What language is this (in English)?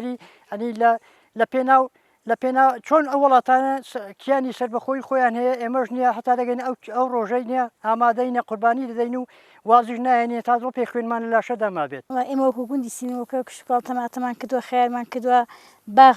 Central Kurdish